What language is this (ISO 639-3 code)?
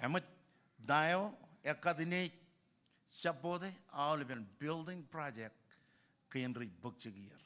mah